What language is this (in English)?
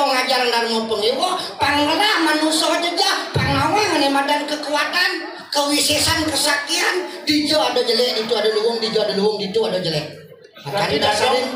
Balinese